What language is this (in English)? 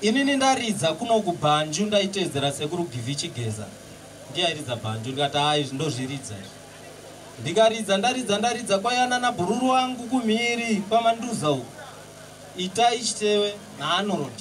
Shona